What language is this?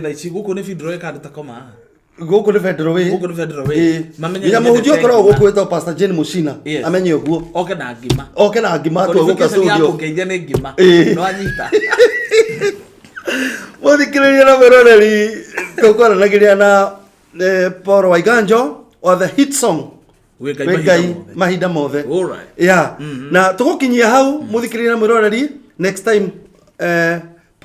Kikuyu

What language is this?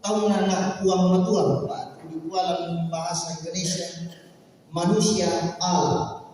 Toraja-Sa'dan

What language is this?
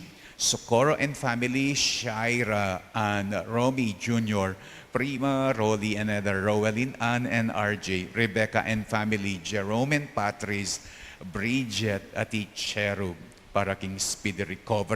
Pampanga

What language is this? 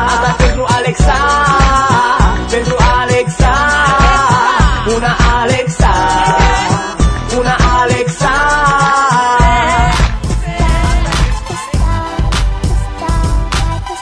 Romanian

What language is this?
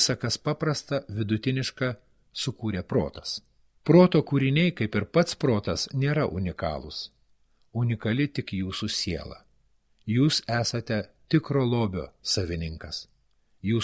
Lithuanian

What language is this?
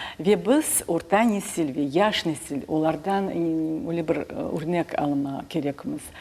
Crimean Tatar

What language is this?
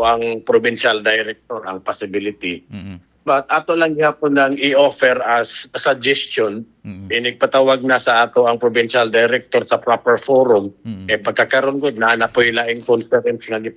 Cebuano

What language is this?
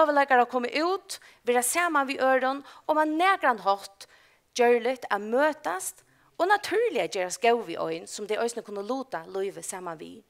Faroese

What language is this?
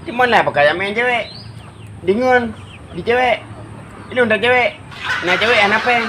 Achinese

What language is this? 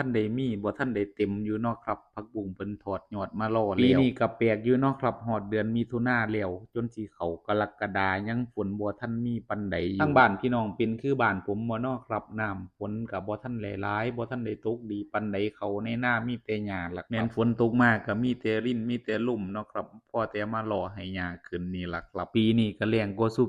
Northeastern Thai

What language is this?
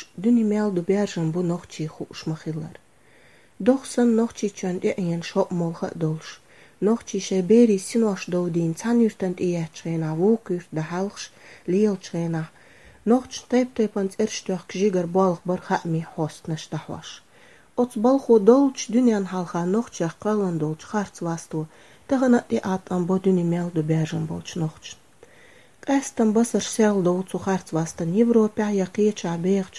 Chechen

